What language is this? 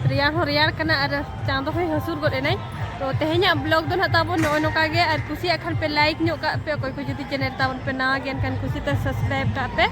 Santali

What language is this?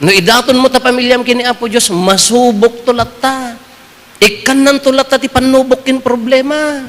Iloko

